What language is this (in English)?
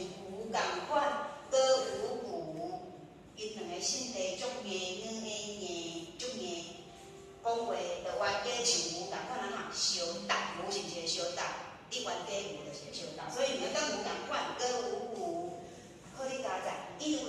Min Nan Chinese